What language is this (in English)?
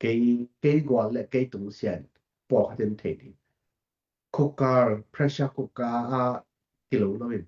Tedim Chin